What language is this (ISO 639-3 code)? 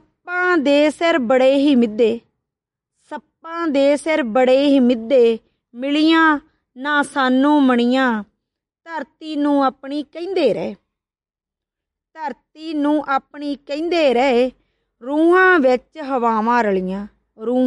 pan